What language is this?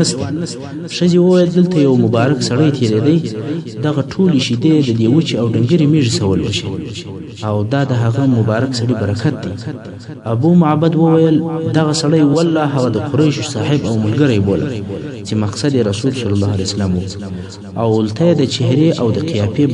Pashto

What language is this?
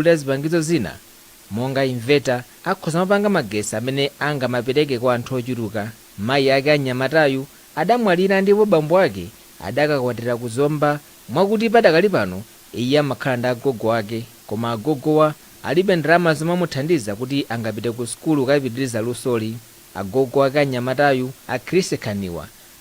Nyanja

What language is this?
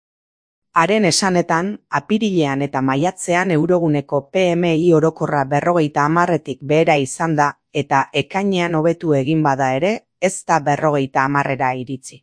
Basque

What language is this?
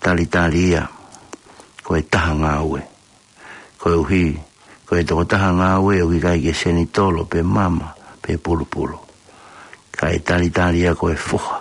Tongan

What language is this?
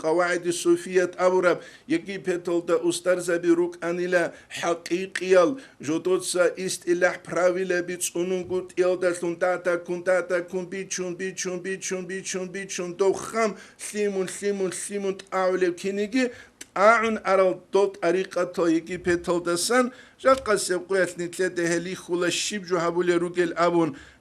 Avaric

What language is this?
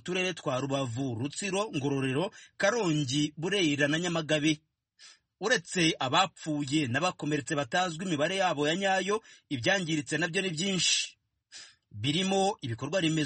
Kinyarwanda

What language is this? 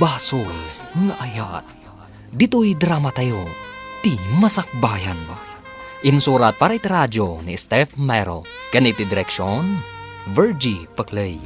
Iloko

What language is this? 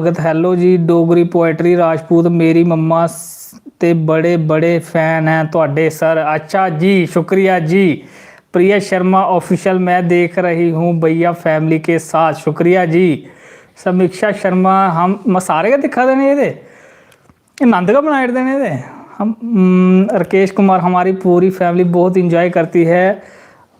Dogri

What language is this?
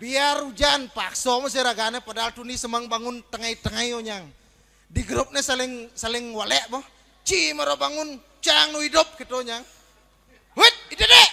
Balinese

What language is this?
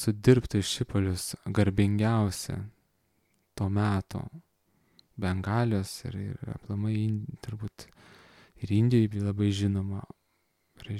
Lithuanian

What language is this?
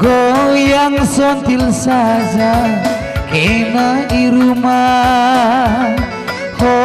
Batak Karo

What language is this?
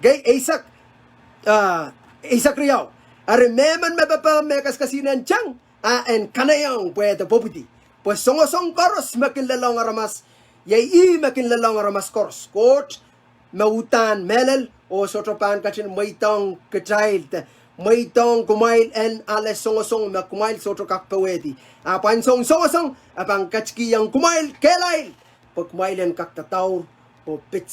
Pohnpeian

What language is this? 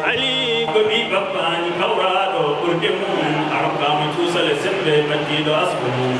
Fula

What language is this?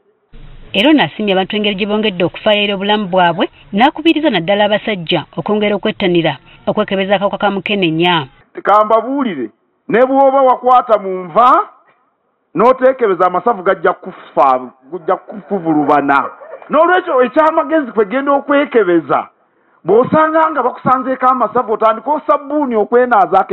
Ganda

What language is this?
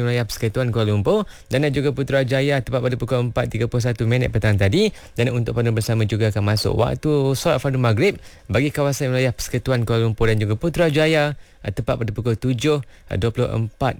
Malay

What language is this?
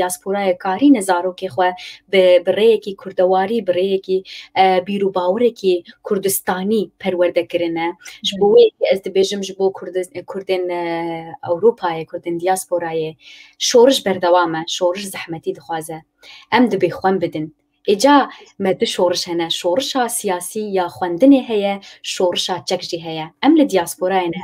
Kurdish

